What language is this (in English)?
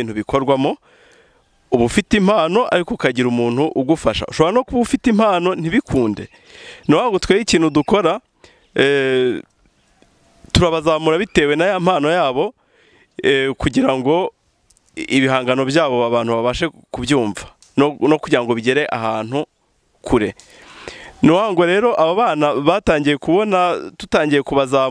Kinyarwanda